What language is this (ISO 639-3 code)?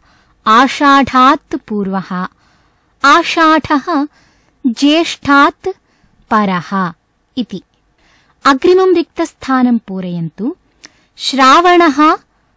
san